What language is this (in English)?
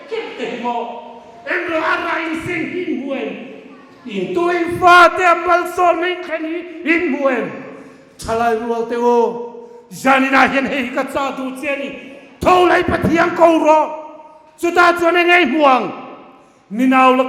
Hmar